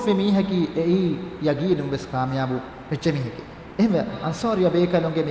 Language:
Divehi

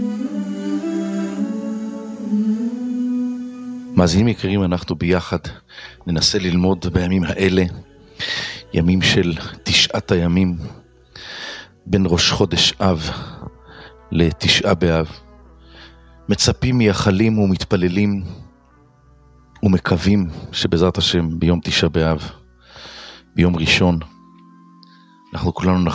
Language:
Hebrew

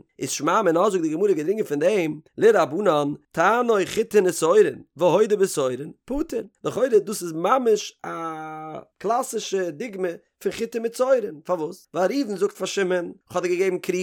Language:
Yiddish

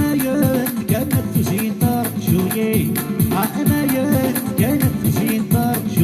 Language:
Kabyle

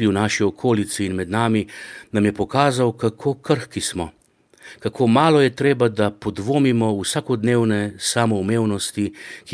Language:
Slovenian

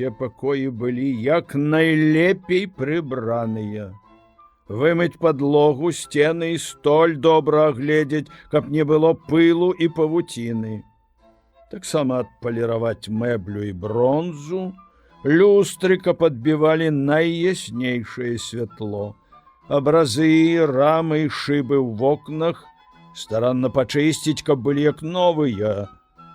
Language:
Belarusian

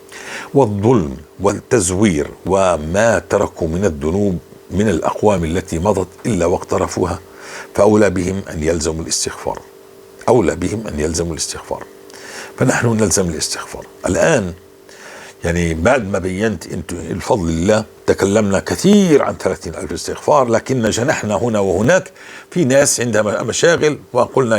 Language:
North Levantine Arabic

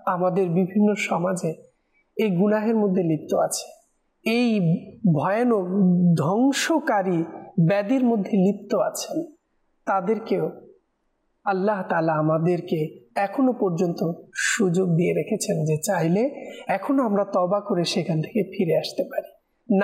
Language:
Bangla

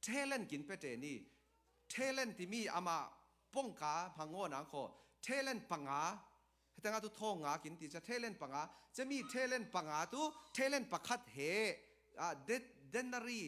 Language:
Falam Chin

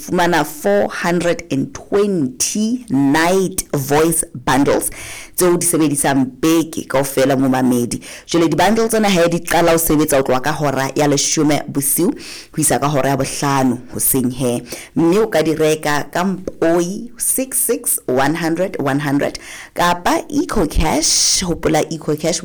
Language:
Southern Sotho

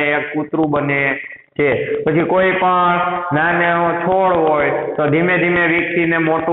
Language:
Gujarati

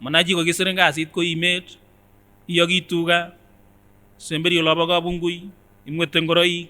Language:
Kipsigis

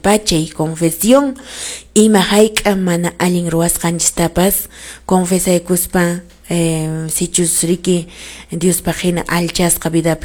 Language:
Quechua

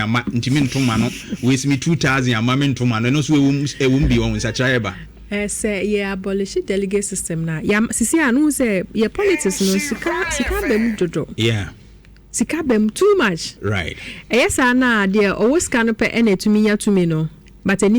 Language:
Akan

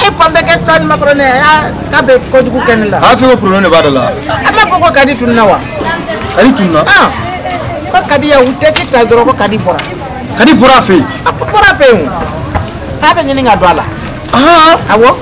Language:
Bambara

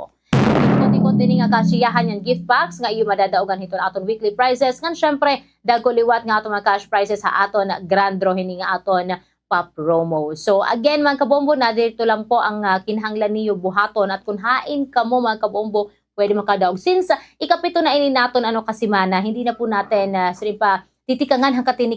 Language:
Waray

